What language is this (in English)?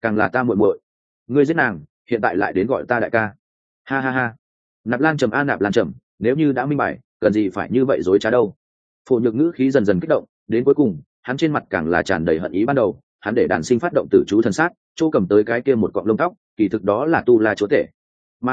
Vietnamese